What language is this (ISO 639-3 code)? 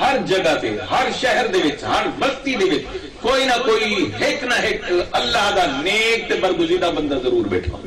skr